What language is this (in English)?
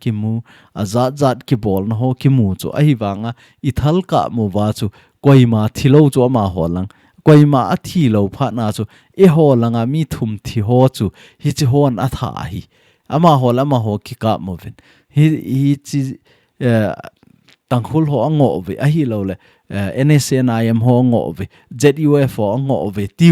Thado Chin